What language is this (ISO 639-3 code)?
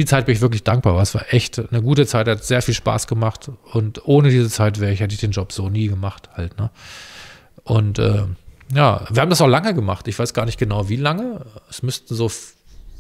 deu